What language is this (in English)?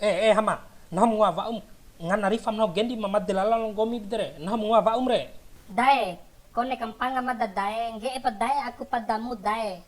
Bima